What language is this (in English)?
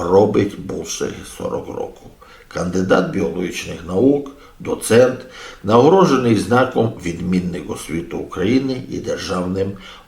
Rusyn